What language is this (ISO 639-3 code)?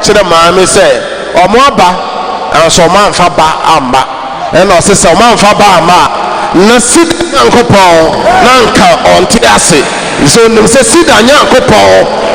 aka